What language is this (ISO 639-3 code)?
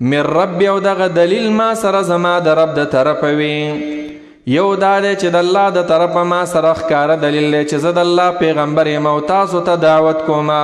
pus